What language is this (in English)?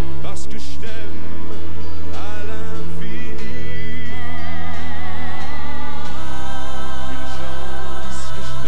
French